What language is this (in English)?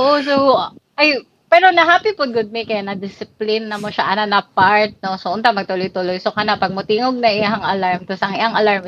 Cebuano